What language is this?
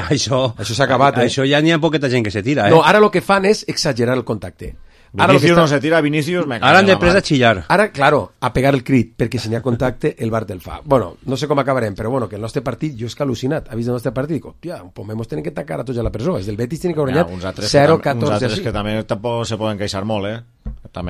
Catalan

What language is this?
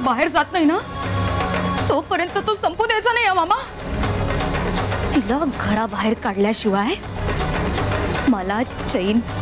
Marathi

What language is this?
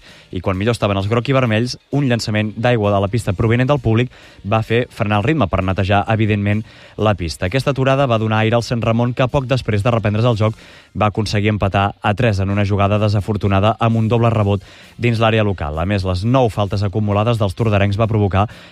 Catalan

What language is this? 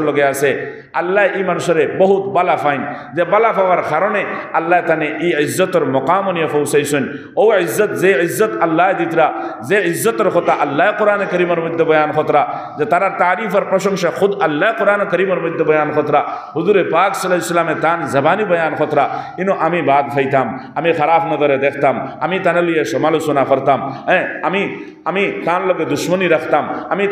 Sylheti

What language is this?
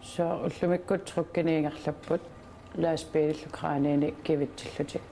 Kalaallisut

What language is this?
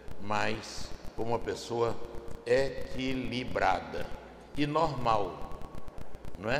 Portuguese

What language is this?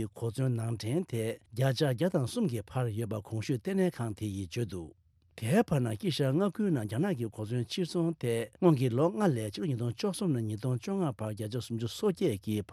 Tibetan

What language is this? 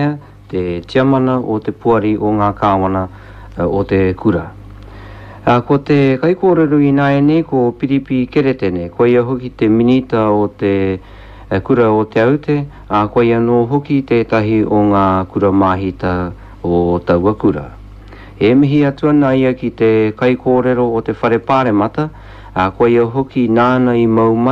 Māori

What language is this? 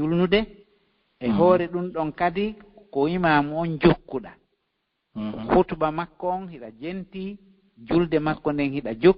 Fula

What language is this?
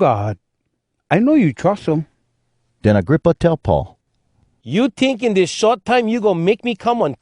Hawai'i Creole English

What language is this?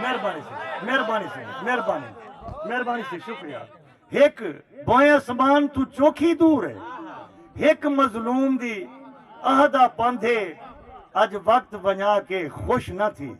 Saraiki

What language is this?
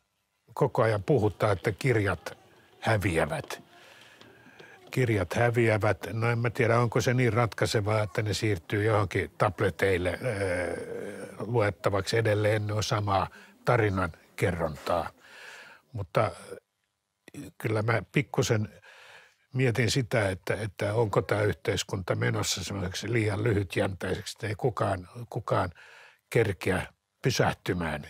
Finnish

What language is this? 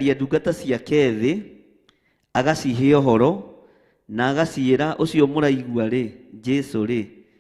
Kikuyu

